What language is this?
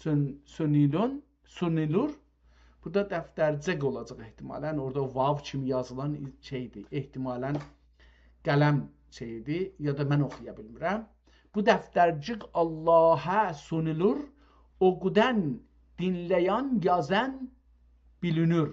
South Azerbaijani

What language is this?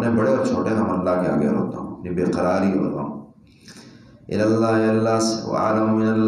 Urdu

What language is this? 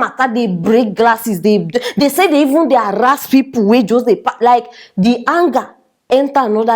Nigerian Pidgin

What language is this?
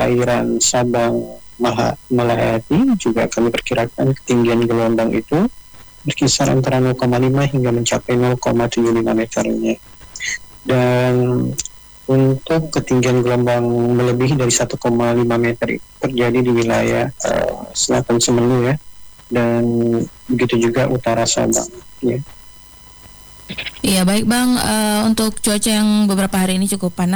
Indonesian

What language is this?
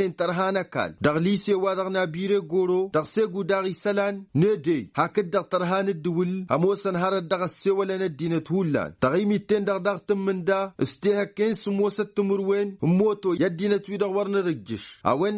Tamasheq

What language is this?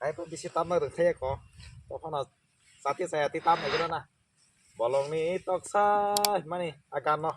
Kok Borok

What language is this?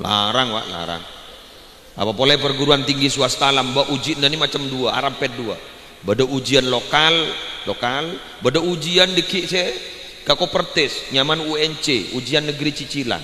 Madurese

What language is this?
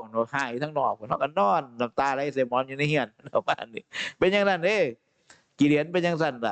Northeastern Thai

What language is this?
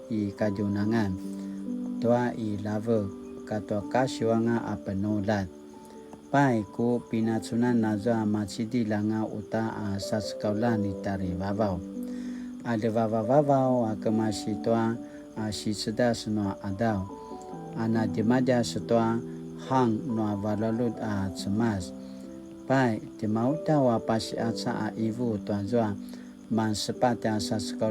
Paiwan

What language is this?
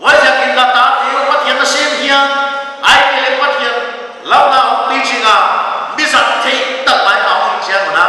Paite Chin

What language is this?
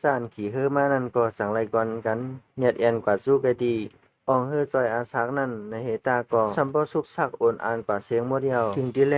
Shan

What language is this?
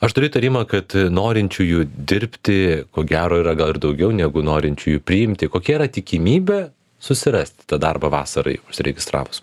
Lithuanian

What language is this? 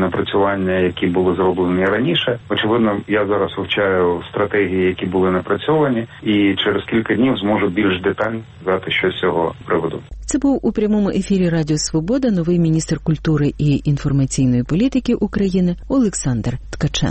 Ukrainian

